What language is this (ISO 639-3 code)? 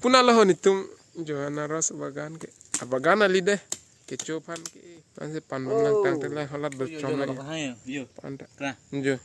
mjw